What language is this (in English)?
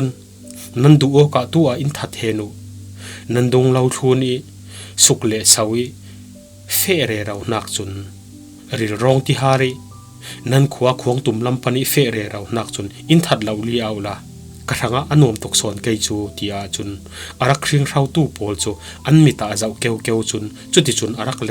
Falam Chin